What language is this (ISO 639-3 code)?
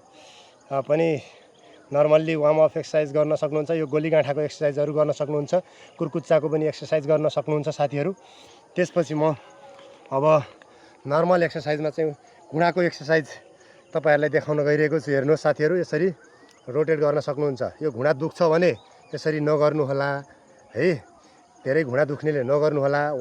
nep